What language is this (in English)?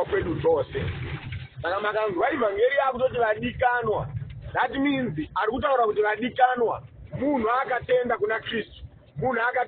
Shona